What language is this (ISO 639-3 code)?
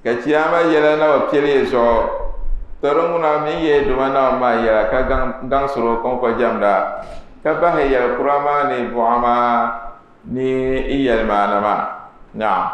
dag